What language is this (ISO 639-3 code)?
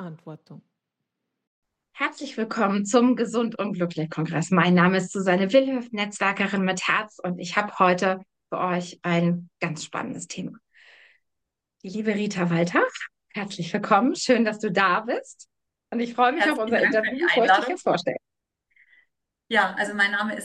deu